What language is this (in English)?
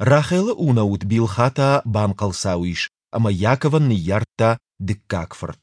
Ossetic